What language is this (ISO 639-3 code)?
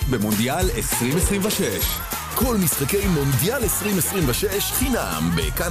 heb